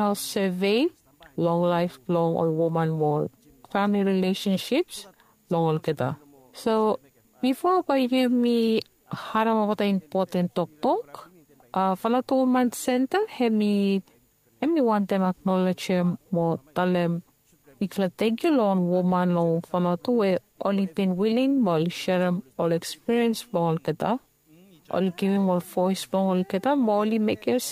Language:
Bislama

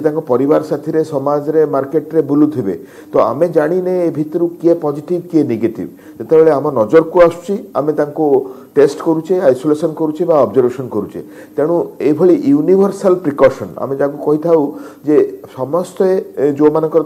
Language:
Odia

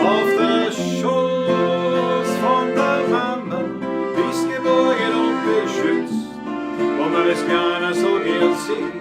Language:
Bavarian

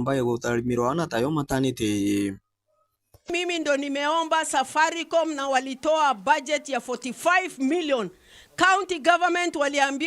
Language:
Meru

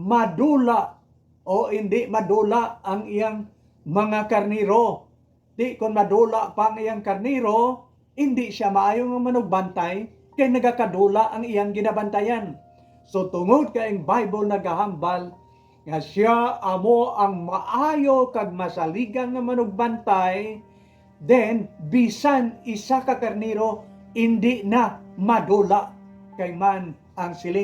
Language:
Hiligaynon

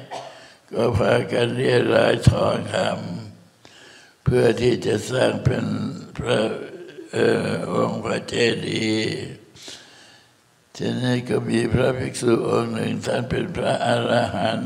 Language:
Thai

